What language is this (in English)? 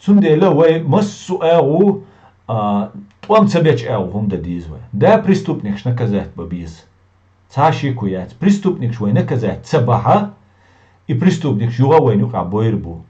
Chechen